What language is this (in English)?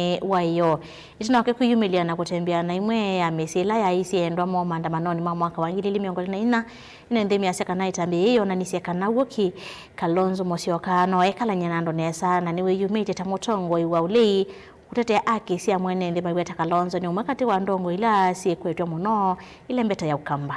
Kamba